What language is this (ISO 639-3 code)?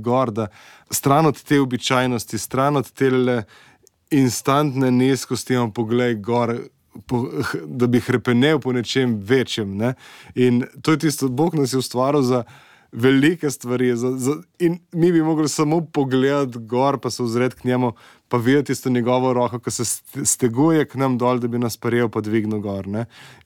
slv